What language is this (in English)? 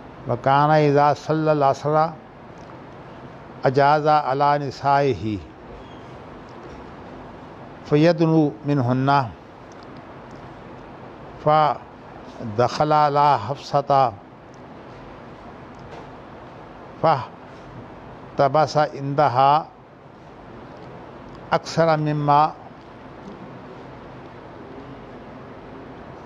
Urdu